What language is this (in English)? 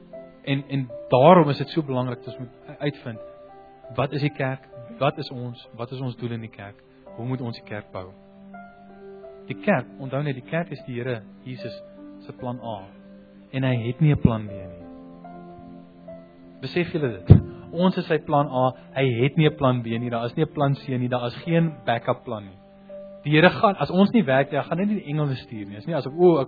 Afrikaans